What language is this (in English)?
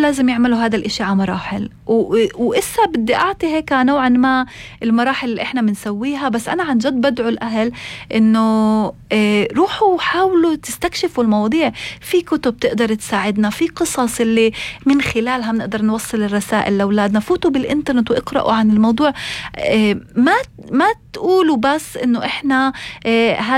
North Levantine Arabic